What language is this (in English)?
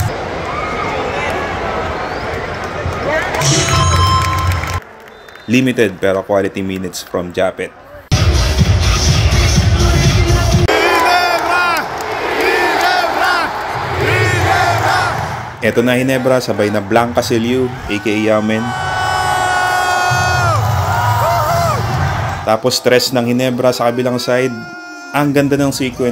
Filipino